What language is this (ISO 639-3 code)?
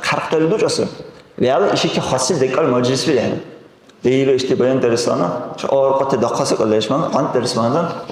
dar